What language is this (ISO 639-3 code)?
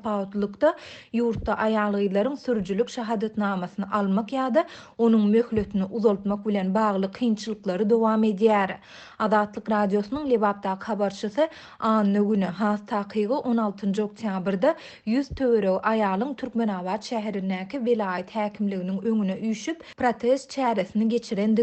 tuk